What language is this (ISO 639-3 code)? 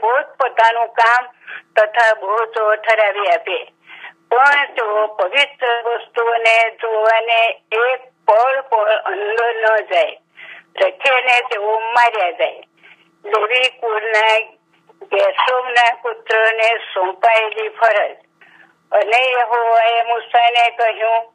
guj